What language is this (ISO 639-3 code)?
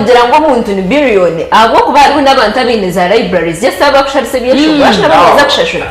nyn